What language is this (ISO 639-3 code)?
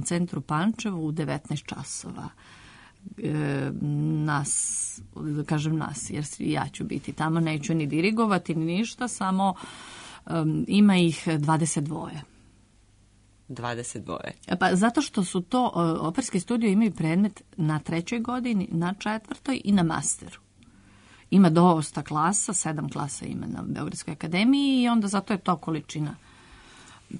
srp